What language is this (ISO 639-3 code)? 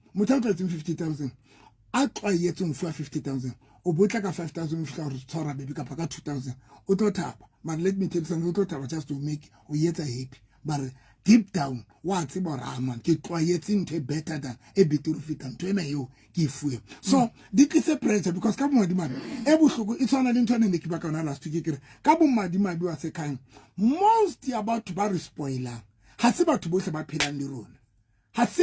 sot